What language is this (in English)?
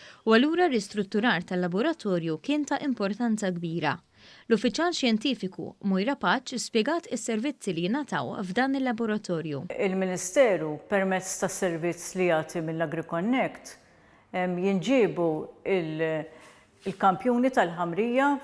Maltese